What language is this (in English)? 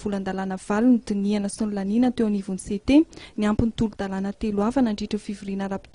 Malagasy